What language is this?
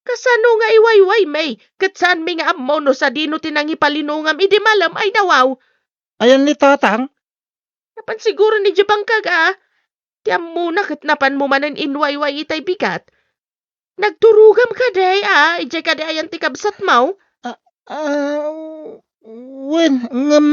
Iloko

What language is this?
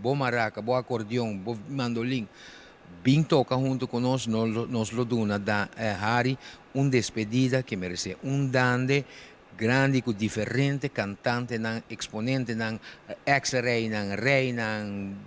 Papiamento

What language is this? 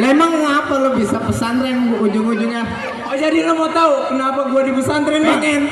Betawi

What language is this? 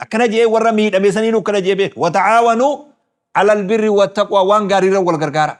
Oromo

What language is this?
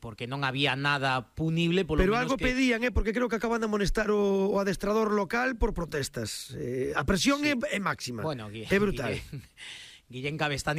Galician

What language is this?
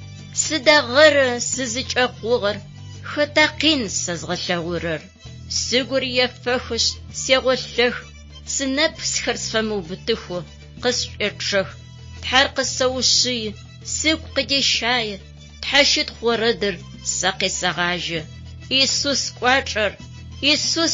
Adyghe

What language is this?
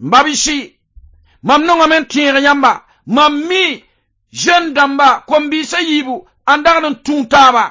Mossi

